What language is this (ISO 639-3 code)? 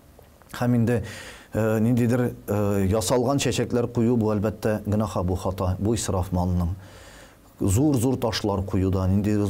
tat